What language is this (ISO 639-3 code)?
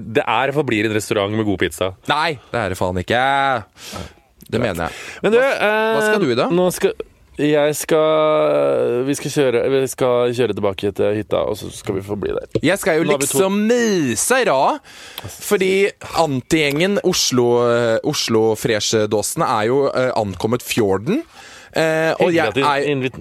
nor